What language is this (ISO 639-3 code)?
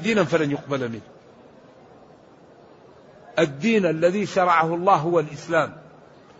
ara